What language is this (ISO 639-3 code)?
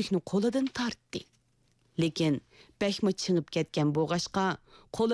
uig